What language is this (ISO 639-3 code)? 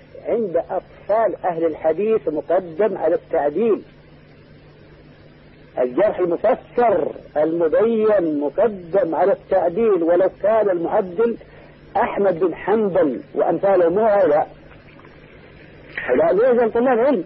ara